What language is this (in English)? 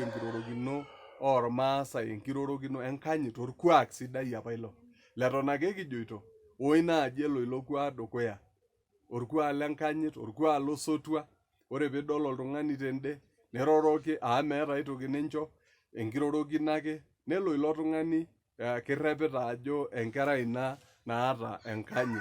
Masai